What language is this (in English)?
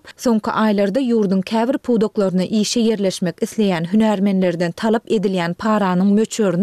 Turkmen